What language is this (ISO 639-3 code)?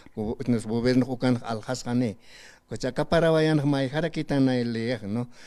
aym